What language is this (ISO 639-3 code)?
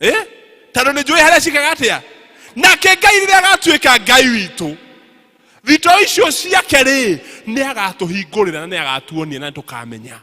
kik